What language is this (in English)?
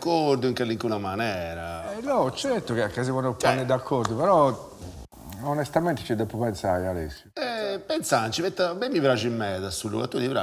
Sardinian